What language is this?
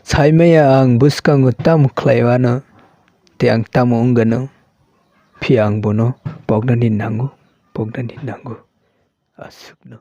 Kok Borok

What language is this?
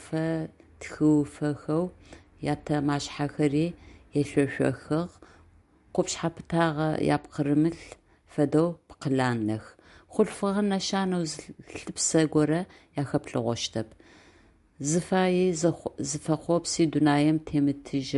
Adyghe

